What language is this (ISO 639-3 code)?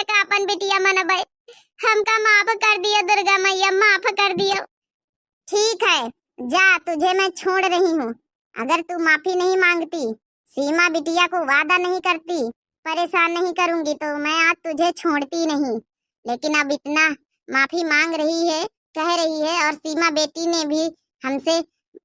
awa